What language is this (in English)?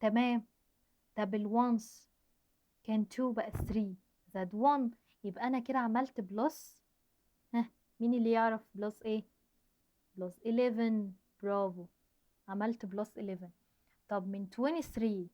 Egyptian Arabic